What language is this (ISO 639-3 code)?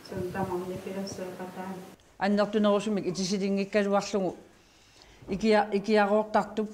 kal